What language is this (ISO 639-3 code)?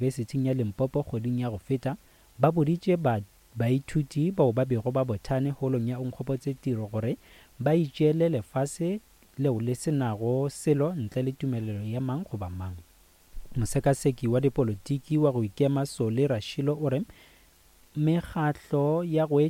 nso